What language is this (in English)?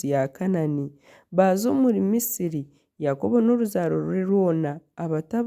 Nyankole